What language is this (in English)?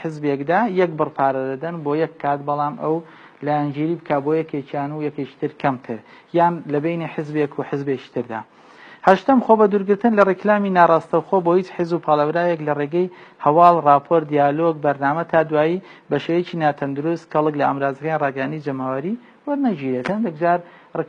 Central Kurdish